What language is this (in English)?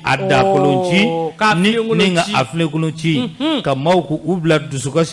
Bambara